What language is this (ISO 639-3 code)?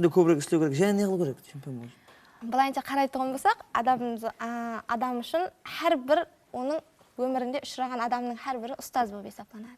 kaa